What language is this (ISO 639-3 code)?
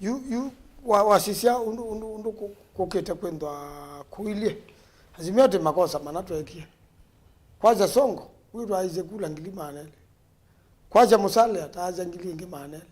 kam